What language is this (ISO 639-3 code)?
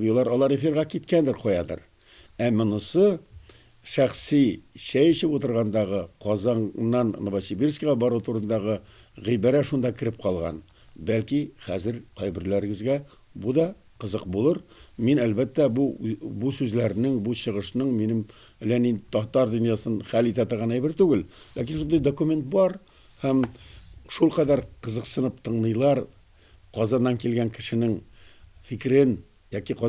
tat